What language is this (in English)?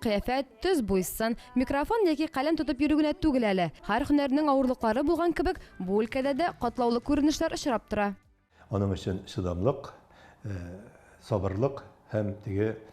Tatar